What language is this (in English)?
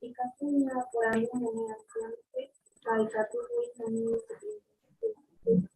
Guarani